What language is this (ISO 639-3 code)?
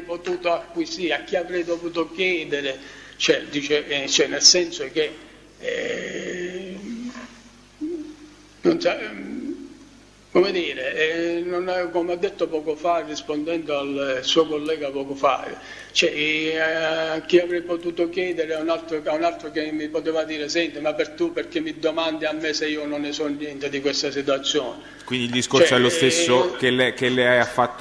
ita